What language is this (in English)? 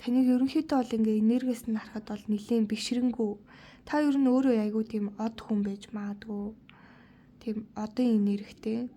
Mongolian